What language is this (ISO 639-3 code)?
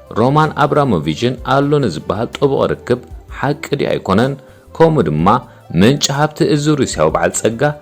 tir